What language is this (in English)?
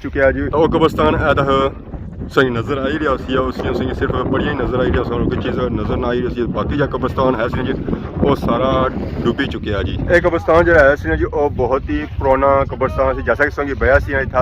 Pahari-Potwari